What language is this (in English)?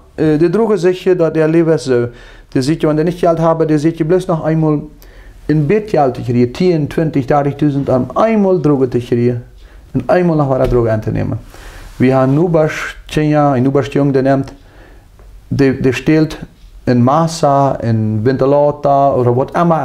Plautdietsch